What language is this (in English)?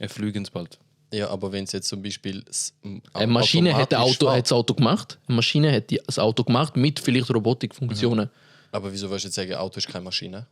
Swiss German